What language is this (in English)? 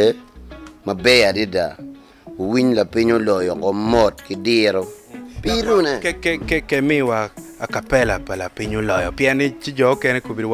Acoli